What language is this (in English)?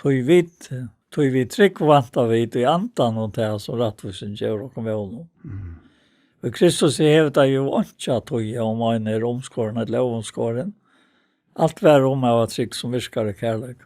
Faroese